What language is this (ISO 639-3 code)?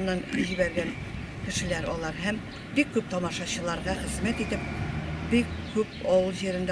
tat